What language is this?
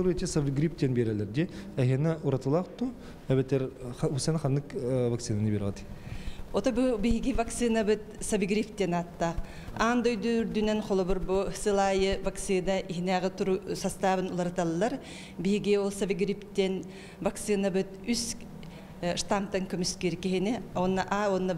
Yakut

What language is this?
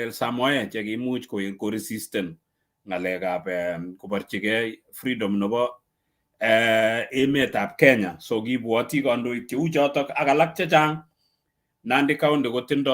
Kalenjin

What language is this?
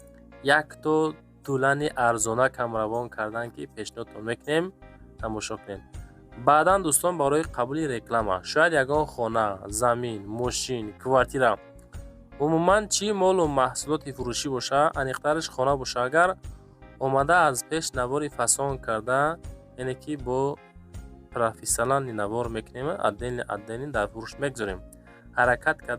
Tajik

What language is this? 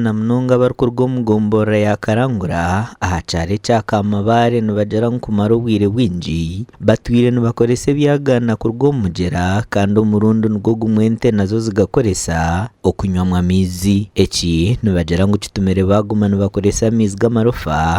Nyankole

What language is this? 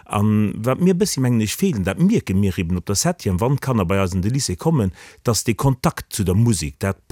Luxembourgish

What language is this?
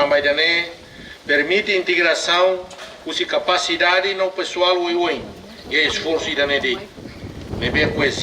Tetum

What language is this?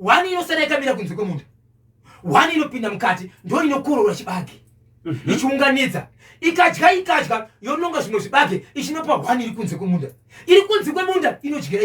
Shona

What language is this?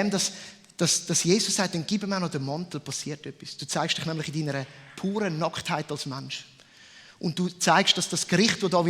Swiss German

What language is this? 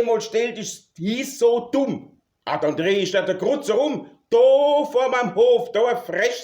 Palatine German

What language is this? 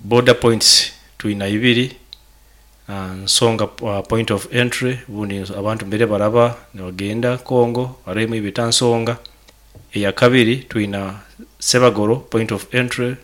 Nyoro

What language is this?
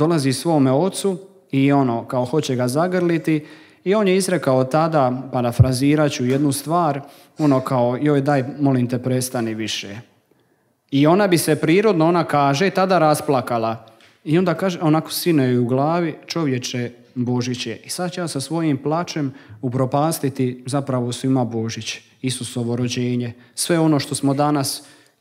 Croatian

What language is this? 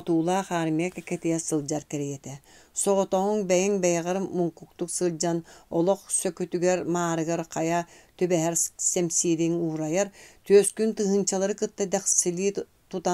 Yakut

